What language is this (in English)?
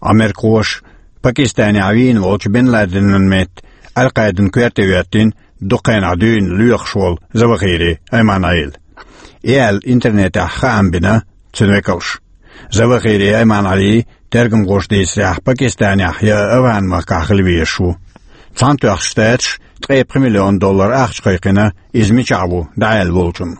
Chechen